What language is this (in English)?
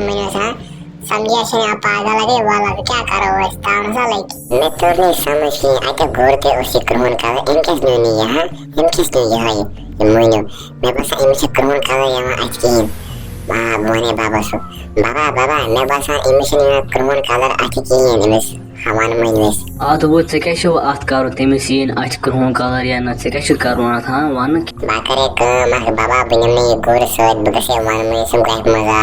Kashmiri